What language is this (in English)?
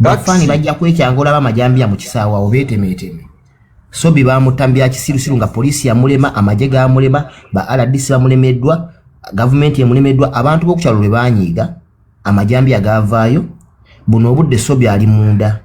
Ganda